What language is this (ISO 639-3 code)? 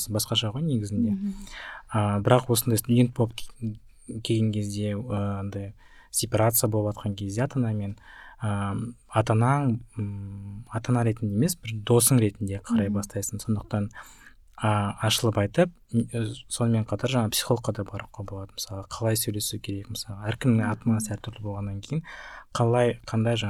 kaz